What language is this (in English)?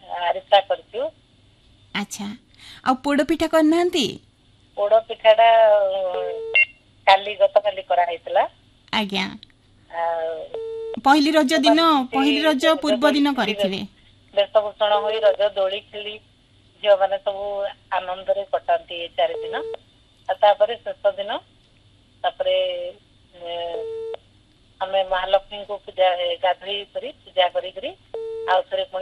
Odia